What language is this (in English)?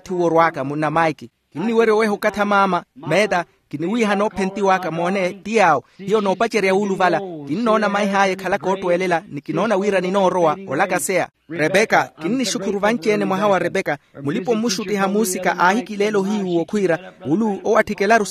Makhuwa